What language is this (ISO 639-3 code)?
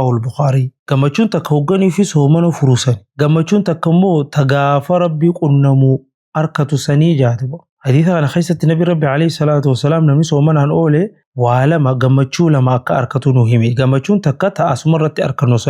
orm